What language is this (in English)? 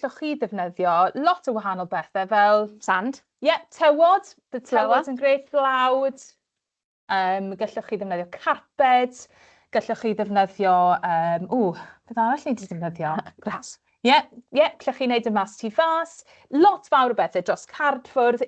Welsh